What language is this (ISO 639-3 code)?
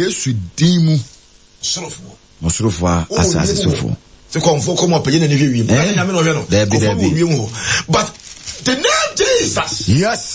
aka